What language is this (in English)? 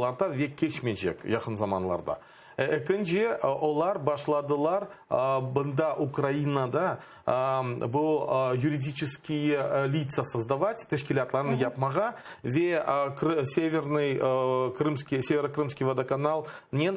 Crimean Tatar